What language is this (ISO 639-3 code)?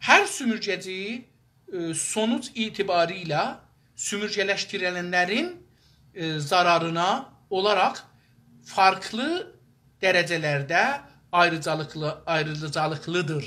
azb